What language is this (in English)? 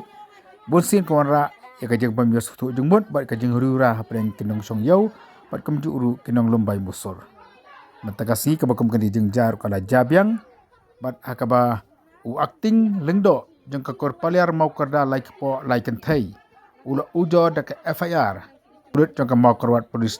Khasi